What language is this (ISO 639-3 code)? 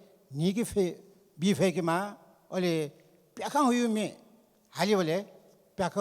new